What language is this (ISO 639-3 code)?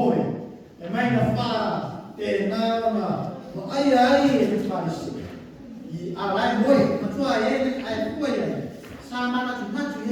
smo